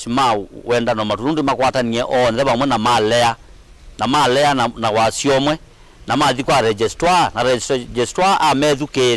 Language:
Kamba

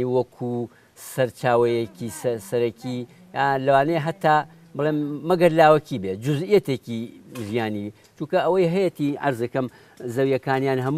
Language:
Central Kurdish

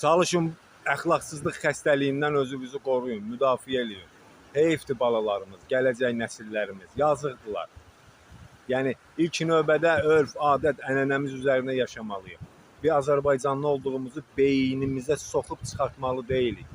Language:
Azerbaijani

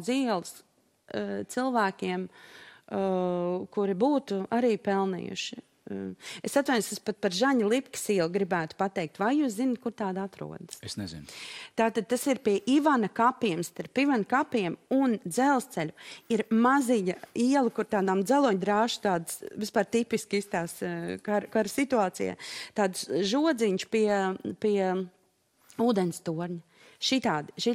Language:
Latvian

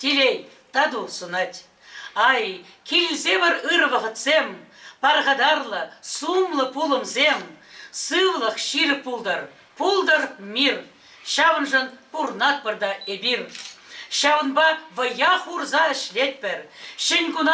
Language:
Chuvash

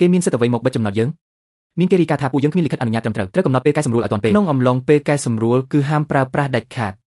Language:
Khmer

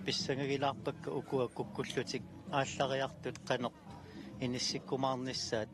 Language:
Kalaallisut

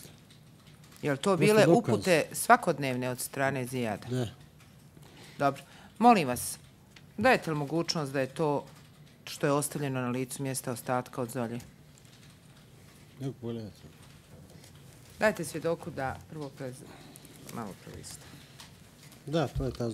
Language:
Bosnian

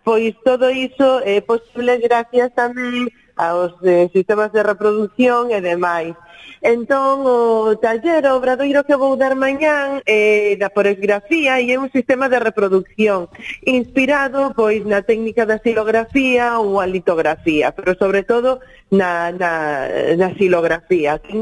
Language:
Galician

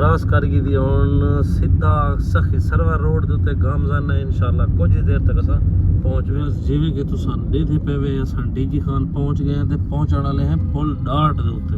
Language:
Saraiki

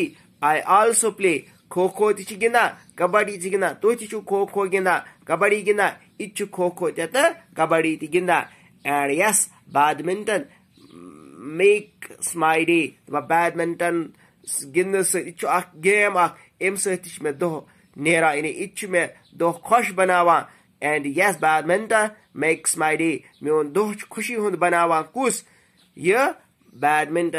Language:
Kashmiri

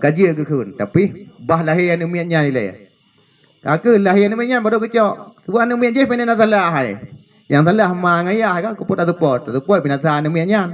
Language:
Achinese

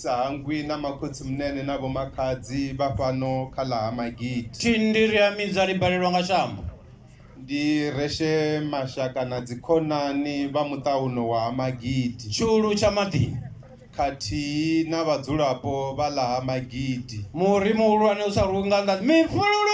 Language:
Venda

